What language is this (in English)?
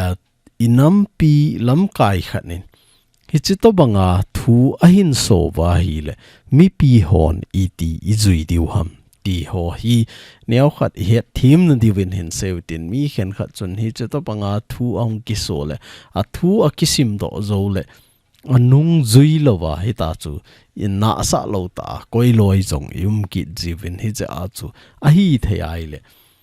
Thado Chin